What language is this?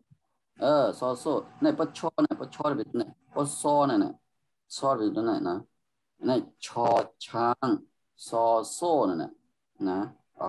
Shan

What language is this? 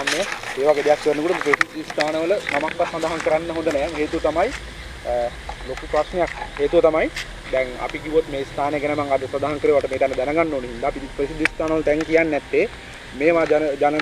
Sinhala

